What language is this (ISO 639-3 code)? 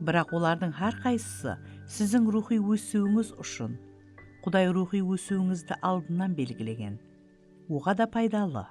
kaa